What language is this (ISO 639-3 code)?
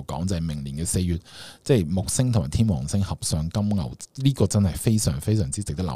yue